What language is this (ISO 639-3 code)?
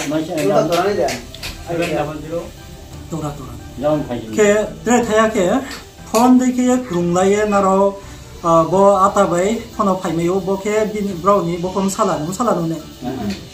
ria